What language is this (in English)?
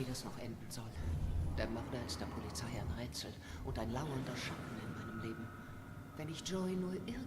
Swiss German